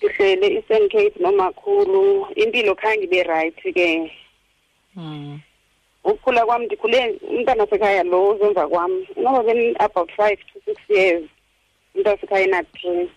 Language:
Xhosa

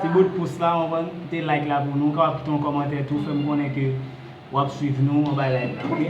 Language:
Haitian Creole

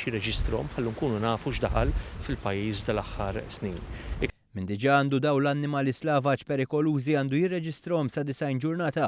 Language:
Maltese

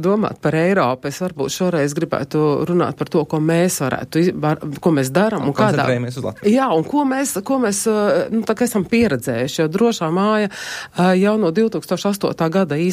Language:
Latvian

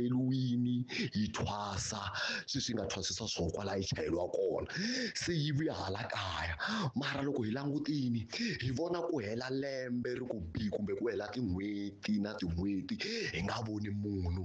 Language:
Tsonga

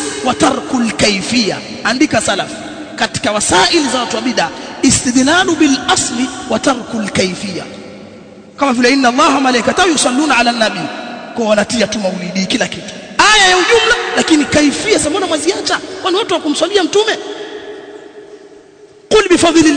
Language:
Swahili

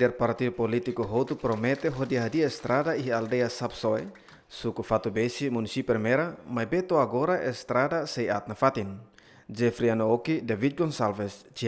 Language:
Tetum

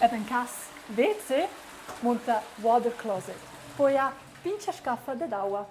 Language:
Romansh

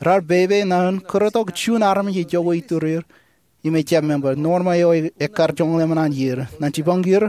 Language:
Marshallese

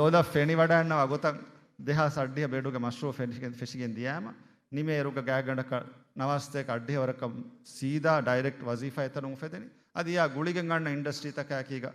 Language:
Divehi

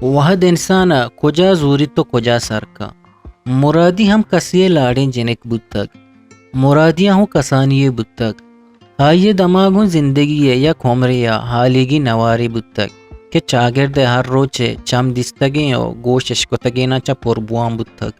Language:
Eastern Balochi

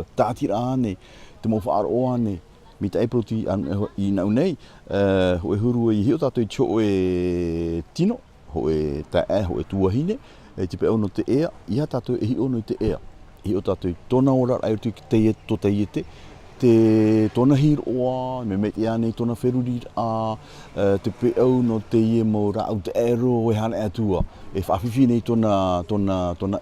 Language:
Tahitian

